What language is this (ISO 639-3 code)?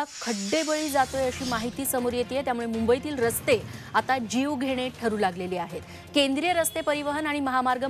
mar